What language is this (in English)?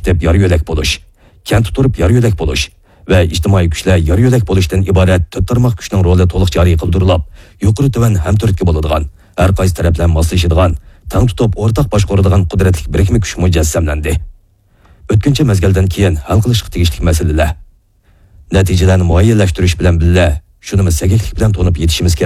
Uyghur